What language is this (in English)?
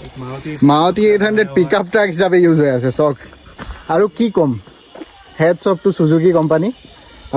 Assamese